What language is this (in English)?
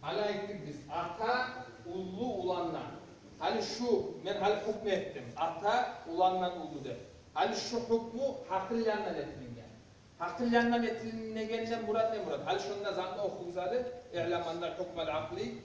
Kumyk